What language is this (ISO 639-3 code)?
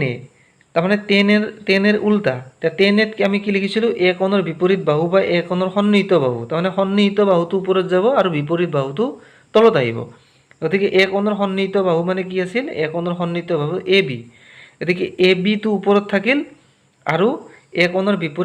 asm